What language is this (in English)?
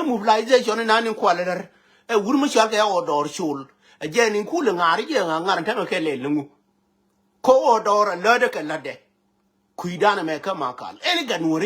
Nuer